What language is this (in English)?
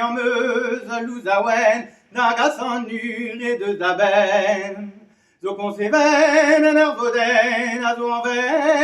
Breton